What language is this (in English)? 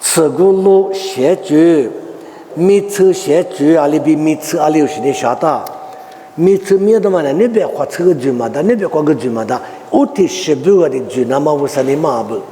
Lisu